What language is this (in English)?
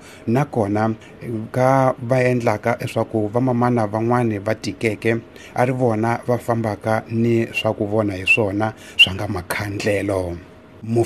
Tsonga